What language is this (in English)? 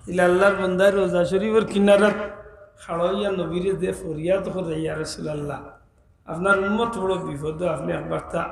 Sylheti